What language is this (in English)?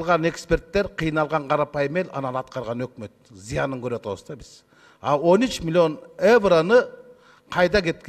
Kyrgyz